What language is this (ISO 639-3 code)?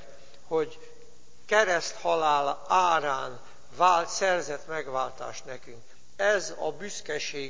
hun